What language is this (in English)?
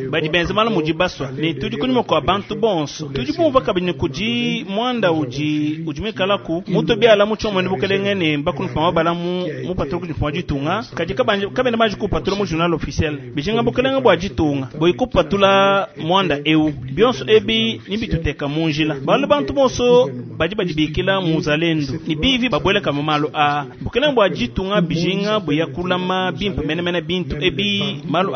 Luba-Lulua